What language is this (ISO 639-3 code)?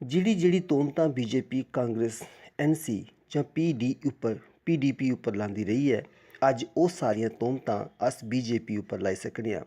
doi